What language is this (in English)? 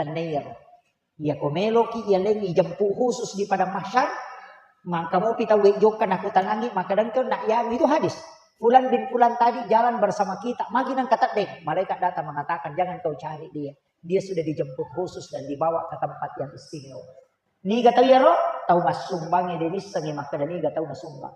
Buginese